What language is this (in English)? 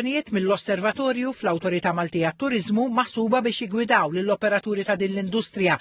Maltese